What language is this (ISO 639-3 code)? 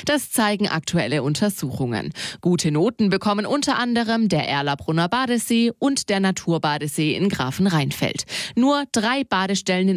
deu